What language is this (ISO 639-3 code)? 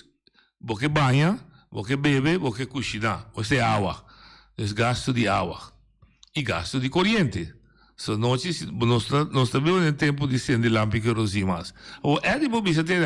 pap